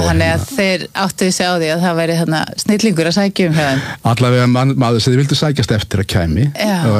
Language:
Icelandic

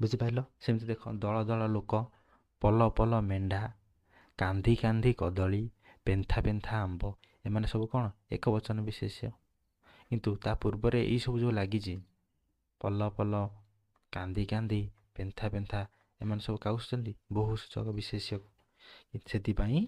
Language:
Odia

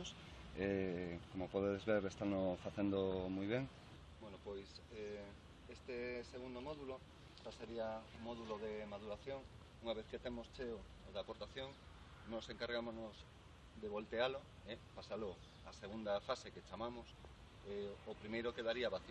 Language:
Galician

